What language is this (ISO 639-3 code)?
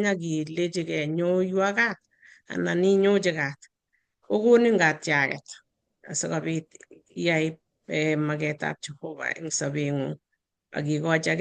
kln